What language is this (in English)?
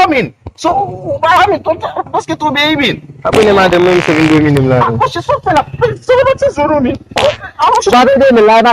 Haitian Creole